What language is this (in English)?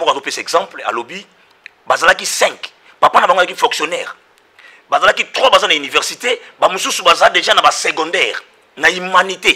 Lingala